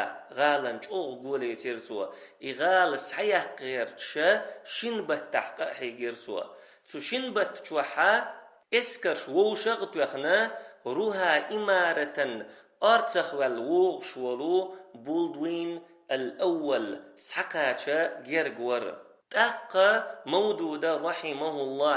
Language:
Chechen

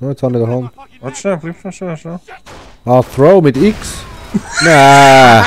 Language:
Swiss German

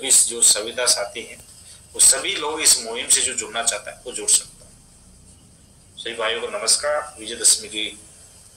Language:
Hindi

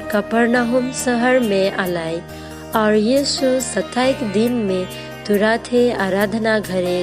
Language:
Sadri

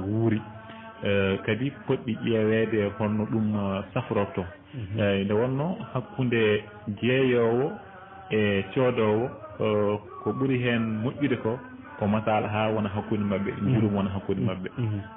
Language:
Fula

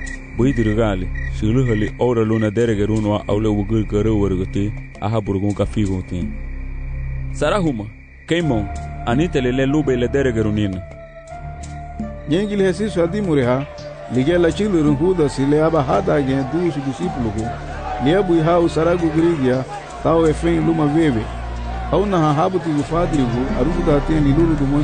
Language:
Garifuna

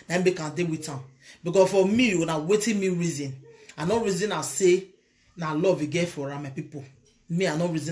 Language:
Nigerian Pidgin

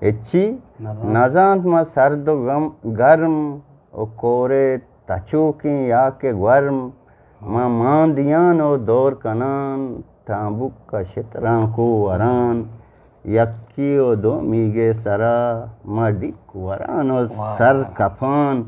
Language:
Eastern Balochi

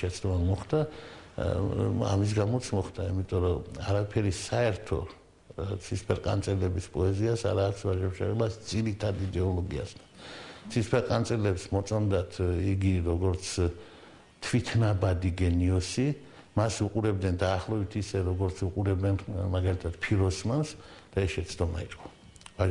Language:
Georgian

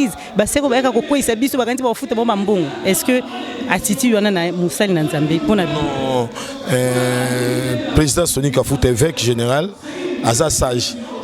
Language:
Lingala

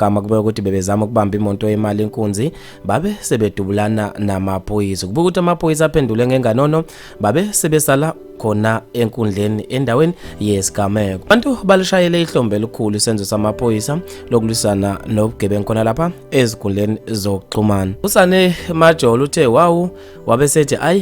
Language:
Zulu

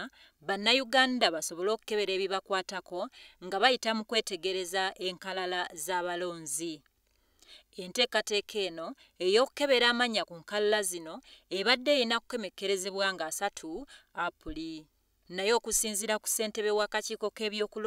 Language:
Ganda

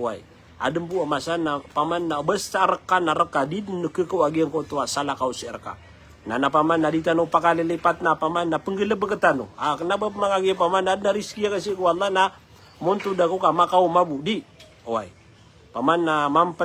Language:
Maranao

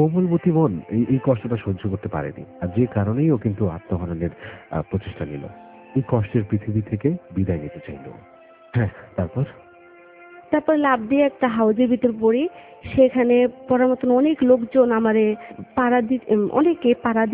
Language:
Bangla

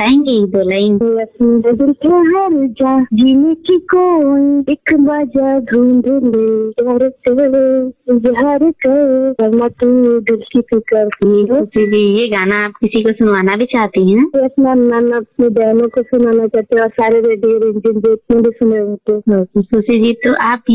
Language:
Hindi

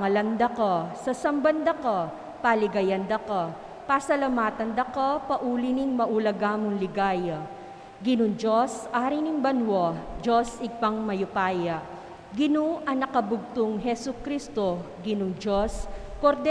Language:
Pampanga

